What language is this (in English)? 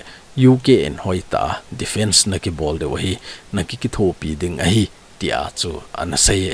Thado Chin